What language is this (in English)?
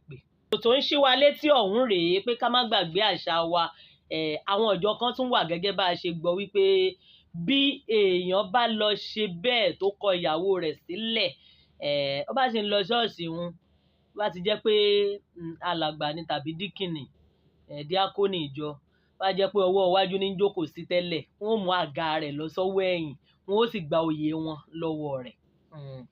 Yoruba